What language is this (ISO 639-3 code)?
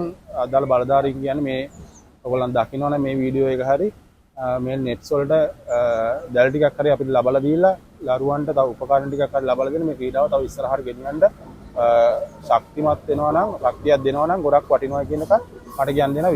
sin